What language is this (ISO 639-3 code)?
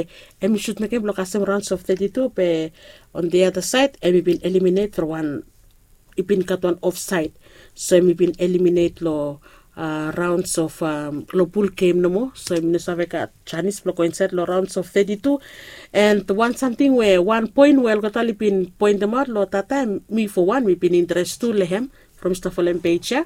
bis